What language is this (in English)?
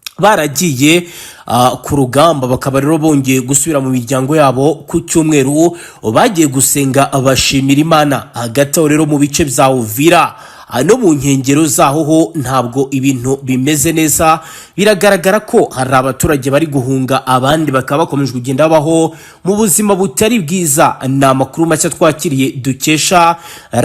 Kinyarwanda